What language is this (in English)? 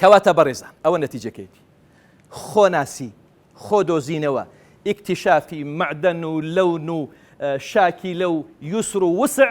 Central Kurdish